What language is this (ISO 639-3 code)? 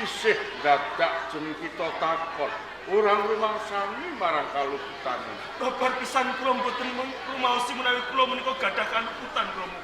jav